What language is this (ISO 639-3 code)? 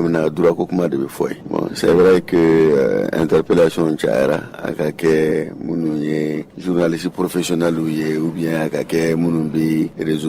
bam